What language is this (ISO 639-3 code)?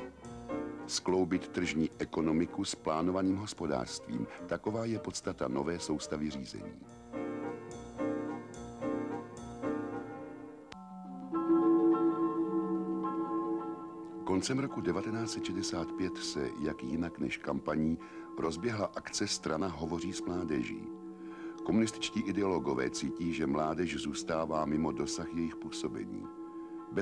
ces